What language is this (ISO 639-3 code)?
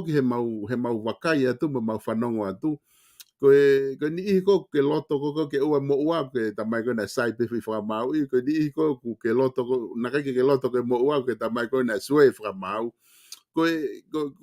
ton